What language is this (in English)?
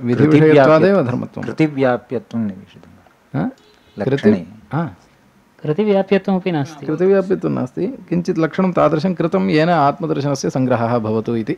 Sanskrit